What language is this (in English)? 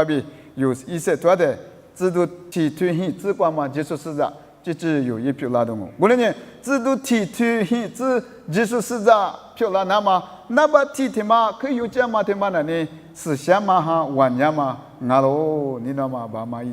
Lisu